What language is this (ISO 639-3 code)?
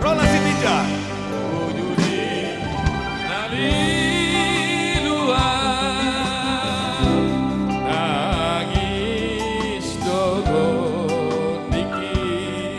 bbc